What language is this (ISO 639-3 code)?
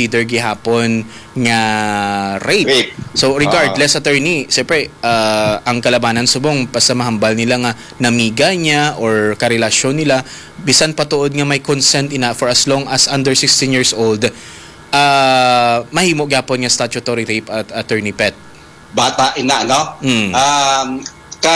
hil